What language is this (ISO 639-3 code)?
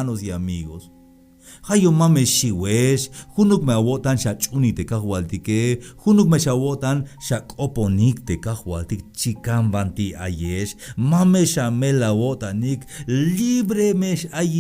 tzh